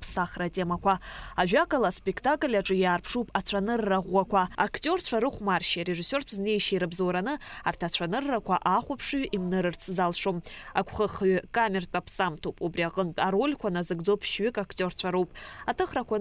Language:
Abkhazian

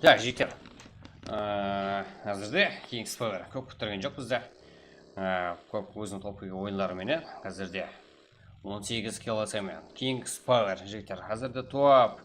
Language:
Kara-Kalpak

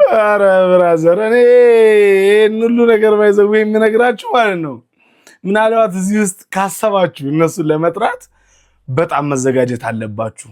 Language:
Amharic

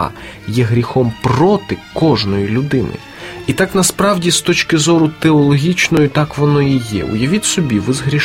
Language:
Ukrainian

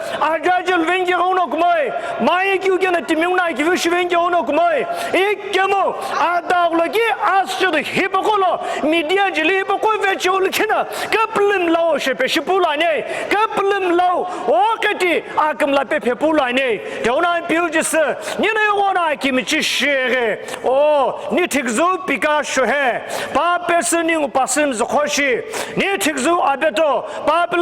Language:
Sumi Naga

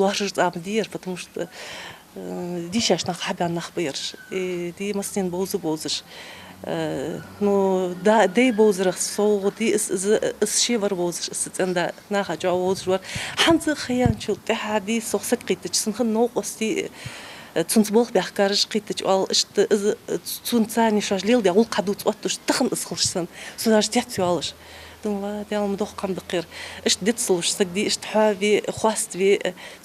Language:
Ingush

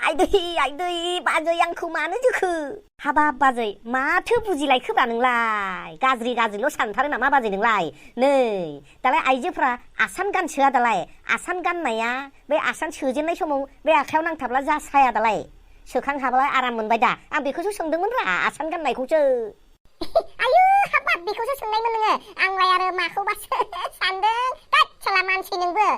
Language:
Bodo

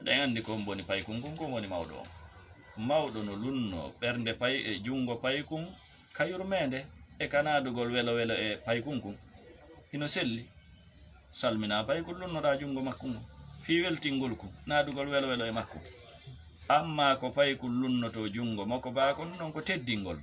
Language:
Fula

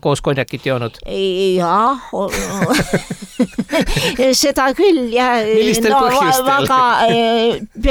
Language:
Estonian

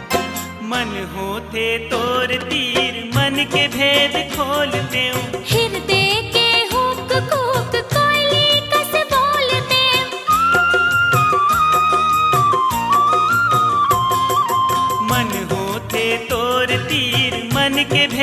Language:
Chhattisgarhi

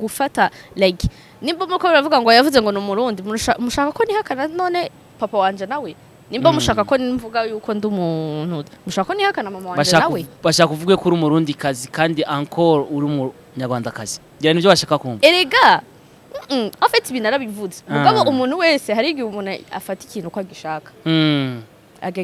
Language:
Rundi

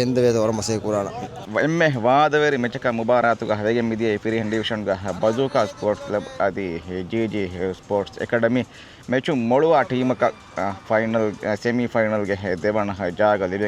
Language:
Divehi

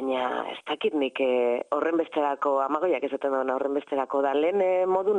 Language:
Basque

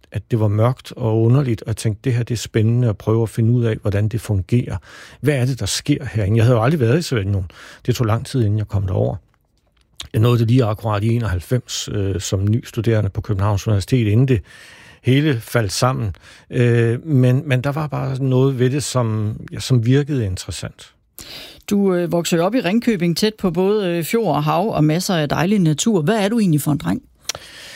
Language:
Danish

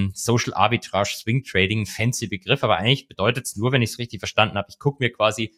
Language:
German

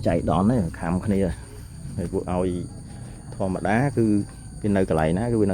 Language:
Khmer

